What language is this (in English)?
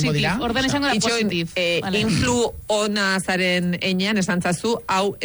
Basque